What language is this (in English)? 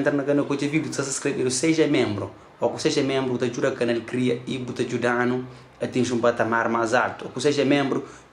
Kabuverdianu